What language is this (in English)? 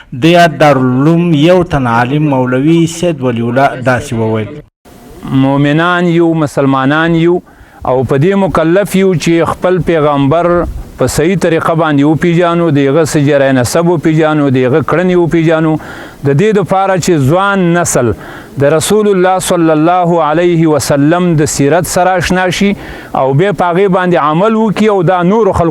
Pashto